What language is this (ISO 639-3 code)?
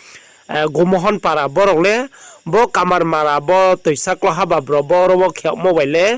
ria